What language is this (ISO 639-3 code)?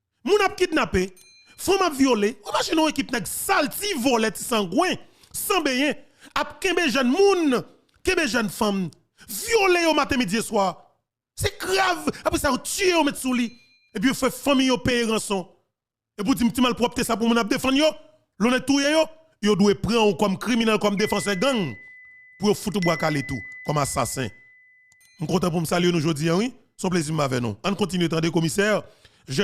hat